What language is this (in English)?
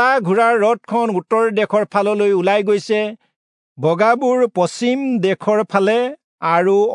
Assamese